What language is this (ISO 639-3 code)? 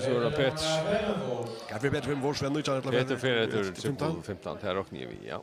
fao